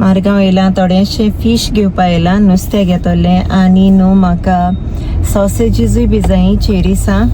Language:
Konkani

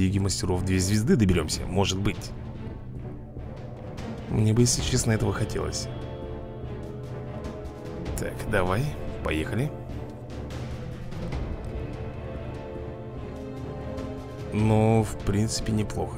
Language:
Russian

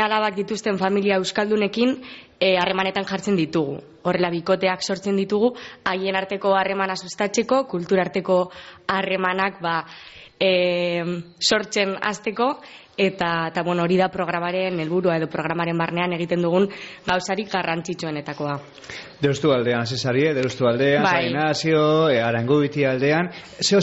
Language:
Basque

